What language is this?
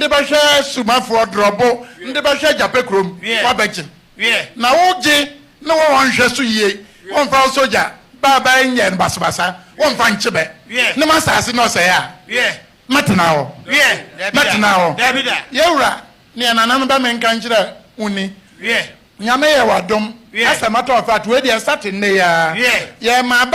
Akan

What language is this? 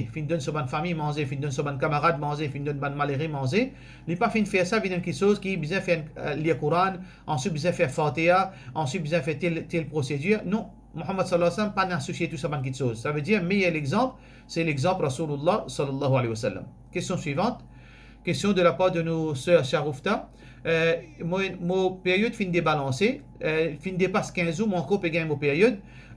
Morisyen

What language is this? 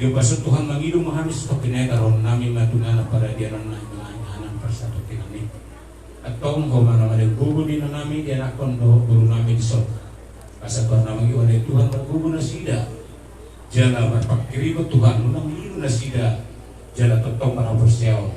Batak Toba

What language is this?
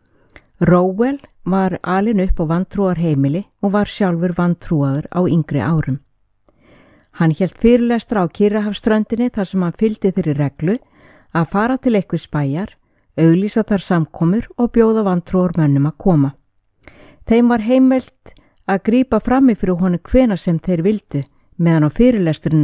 Icelandic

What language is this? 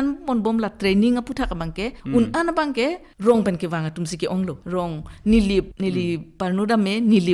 Karbi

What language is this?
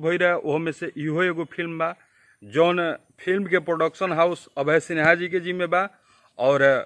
Bhojpuri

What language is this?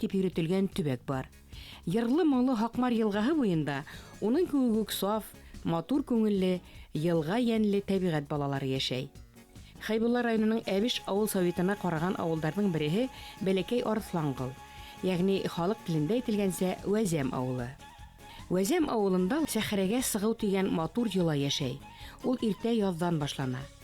Bashkir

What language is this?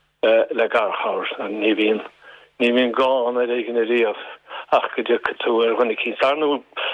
Irish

